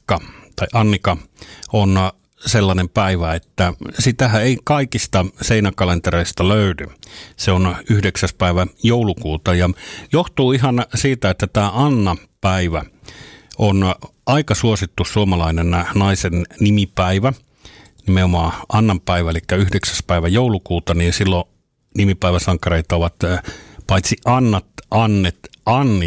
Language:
Finnish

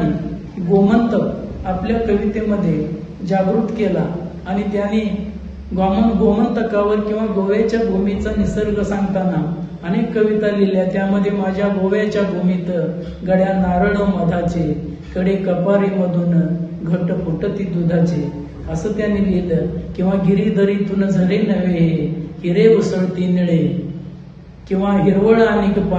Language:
Marathi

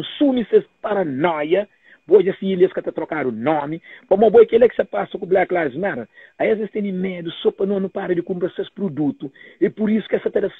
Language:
Kabuverdianu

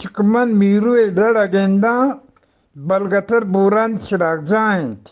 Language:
Eastern Balochi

